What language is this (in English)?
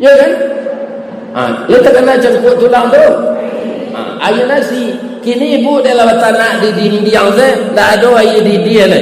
Minangkabau